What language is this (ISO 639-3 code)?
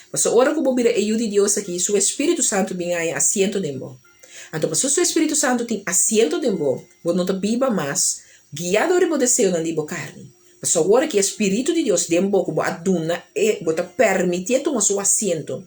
pap